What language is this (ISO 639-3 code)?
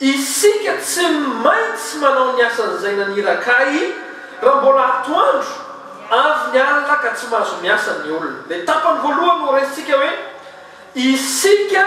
mlg